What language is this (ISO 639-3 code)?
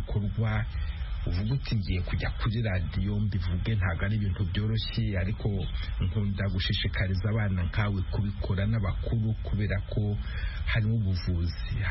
kin